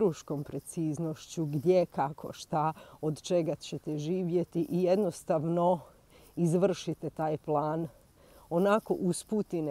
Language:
Croatian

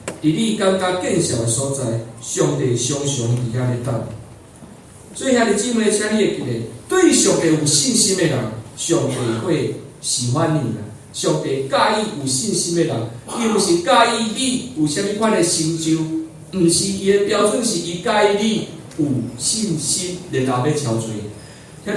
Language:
Min Nan Chinese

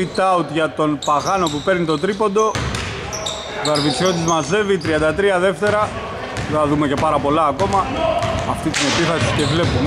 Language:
Greek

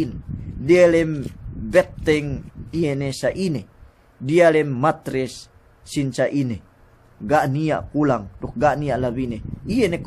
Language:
Yakan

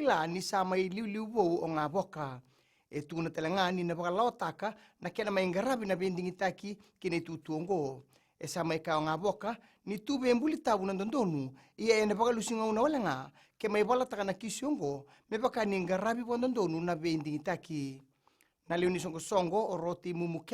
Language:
Fijian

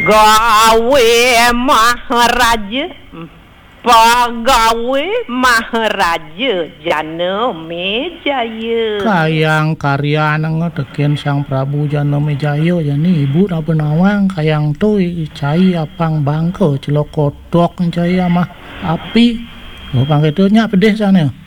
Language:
Balinese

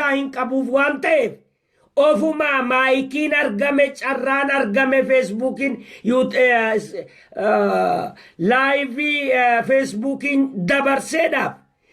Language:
Oromo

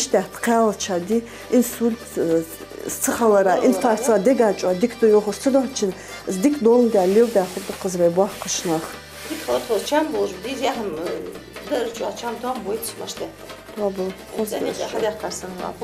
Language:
Ingush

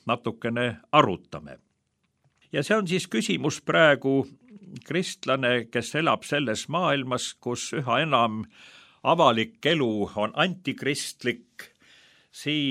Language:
Estonian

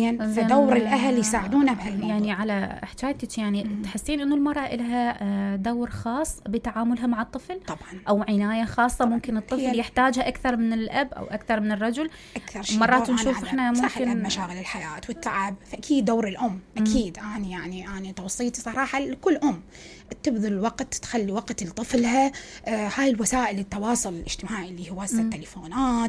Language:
Mesopotamian Arabic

